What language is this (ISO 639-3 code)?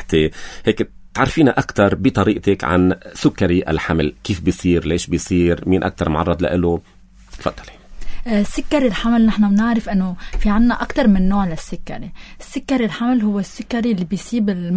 apc